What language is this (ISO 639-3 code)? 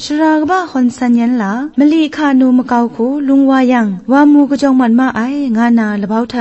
kac